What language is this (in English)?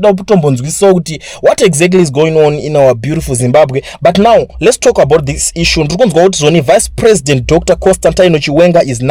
Shona